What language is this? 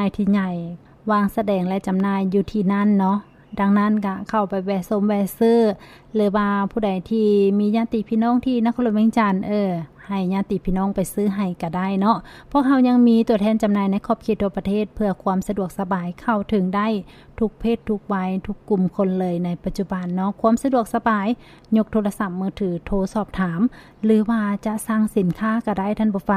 Lao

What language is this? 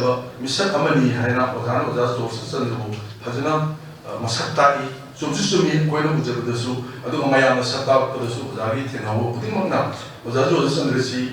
Manipuri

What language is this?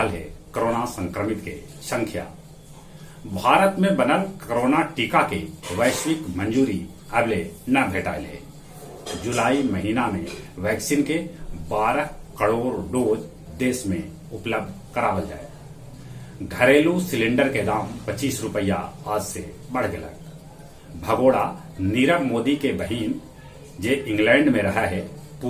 Magahi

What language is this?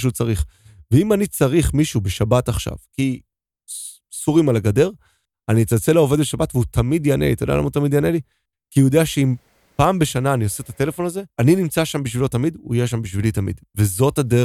Hebrew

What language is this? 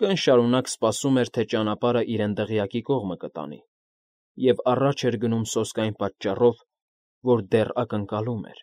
Armenian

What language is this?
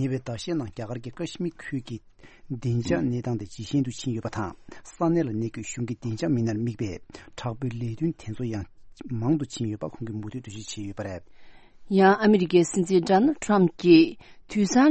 Tibetan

